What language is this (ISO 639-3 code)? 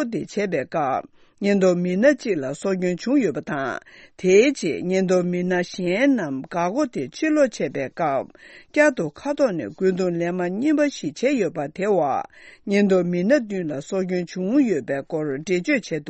bod